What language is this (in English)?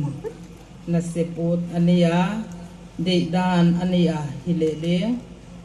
Paite Chin